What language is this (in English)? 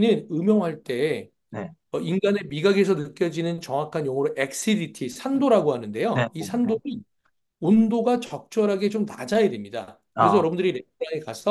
Korean